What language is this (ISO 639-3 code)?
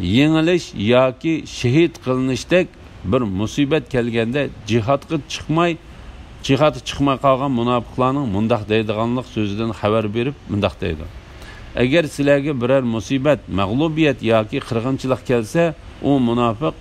uig